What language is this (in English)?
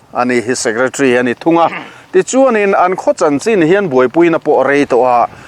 Mizo